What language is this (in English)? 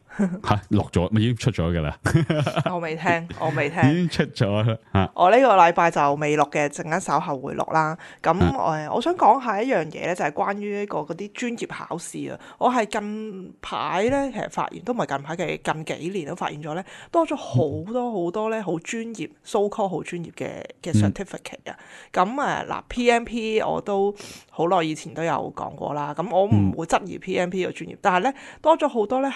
Cantonese